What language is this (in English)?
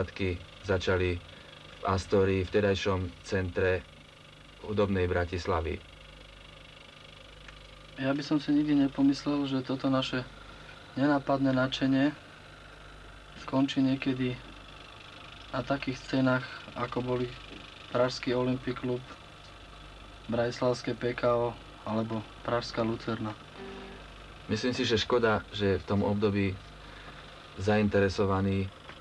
Slovak